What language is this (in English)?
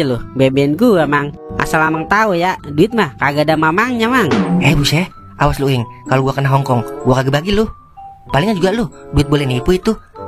Betawi